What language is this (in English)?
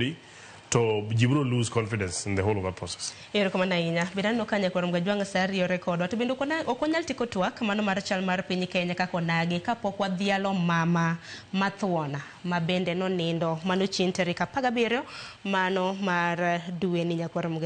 Luo (Kenya and Tanzania)